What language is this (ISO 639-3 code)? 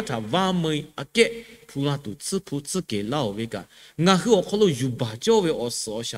lhu